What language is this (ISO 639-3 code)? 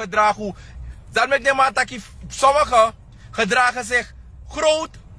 srn